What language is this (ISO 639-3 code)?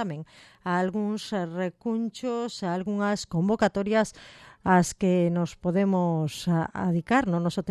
glg